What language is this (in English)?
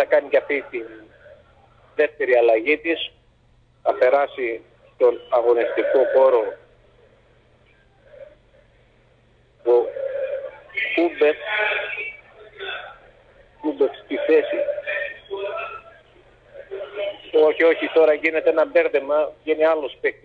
Greek